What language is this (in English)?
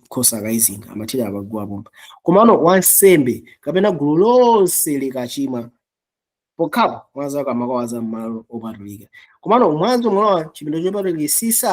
Nyanja